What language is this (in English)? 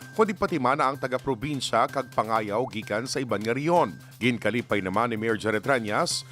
Hiligaynon